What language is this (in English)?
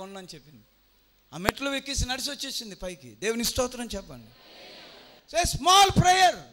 Telugu